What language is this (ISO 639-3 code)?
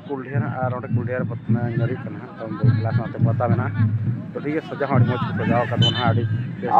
sat